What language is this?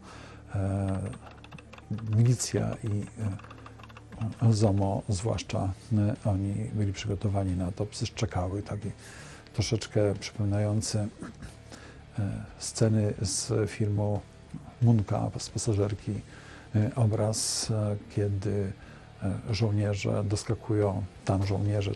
Polish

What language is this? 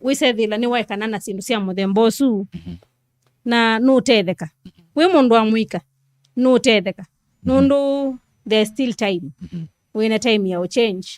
Kamba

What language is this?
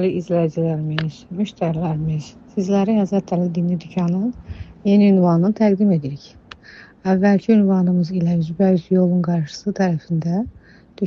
Azerbaijani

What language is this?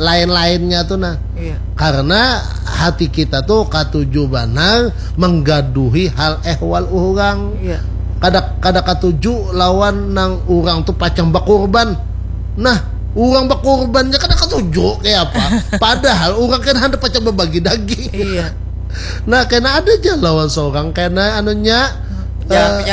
Banjar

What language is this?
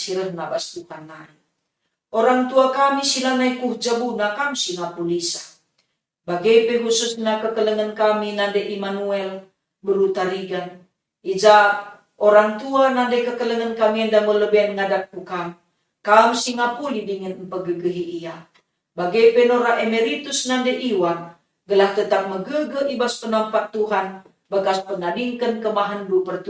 Batak Karo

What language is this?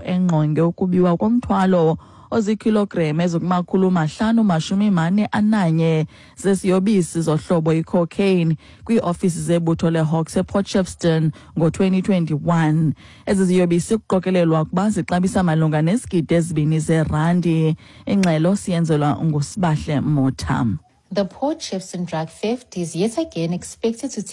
Xhosa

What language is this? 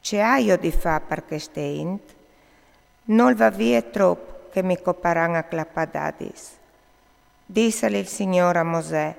Friulian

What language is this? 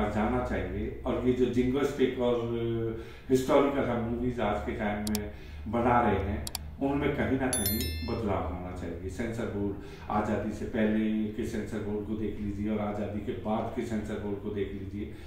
Hindi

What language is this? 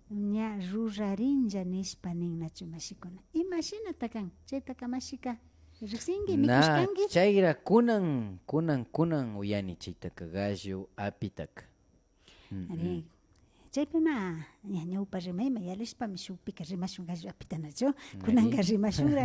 Imbabura Highland Quichua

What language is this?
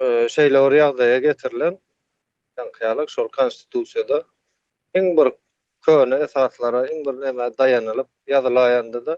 Turkmen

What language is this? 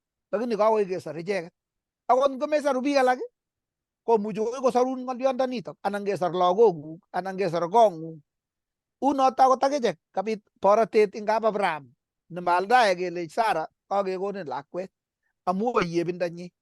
Kalenjin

